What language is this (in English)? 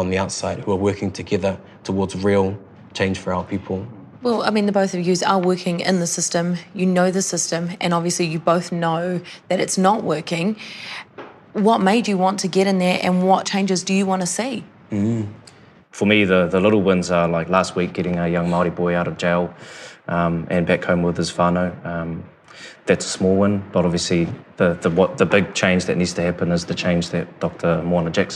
English